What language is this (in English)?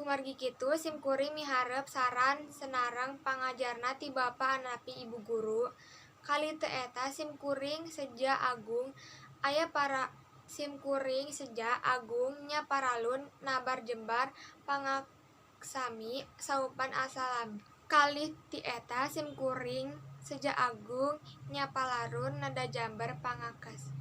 Sundanese